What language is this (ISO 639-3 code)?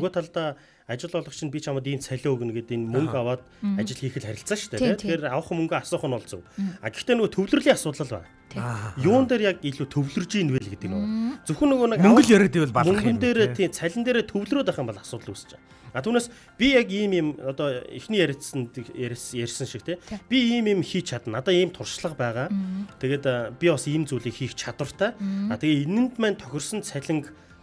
mon